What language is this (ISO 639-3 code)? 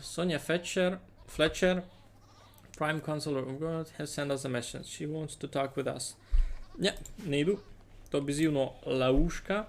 rue